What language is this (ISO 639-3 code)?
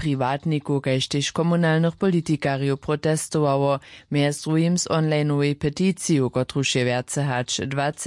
hsb